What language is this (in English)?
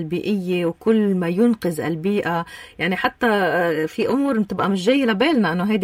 North Levantine Arabic